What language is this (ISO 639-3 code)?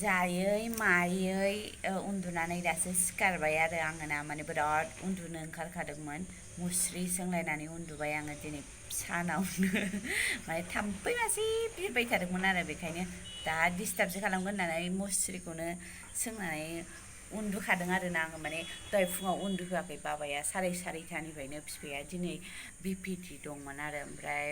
brx